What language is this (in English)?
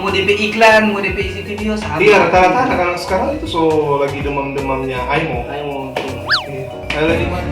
Manado Malay